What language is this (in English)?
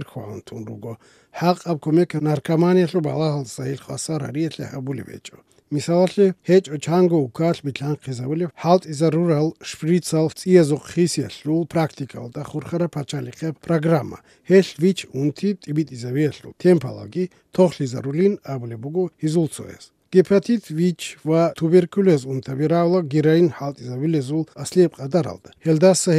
Avaric